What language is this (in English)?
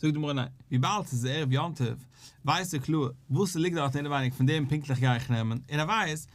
Yiddish